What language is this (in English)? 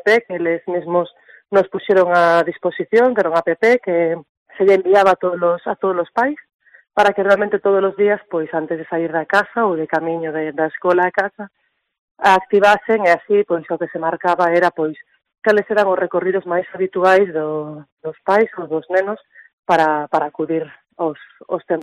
Galician